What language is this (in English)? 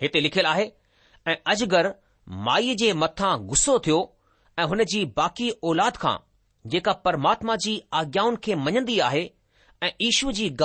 Sindhi